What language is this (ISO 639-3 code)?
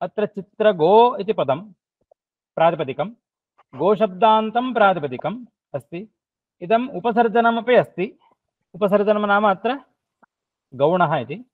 san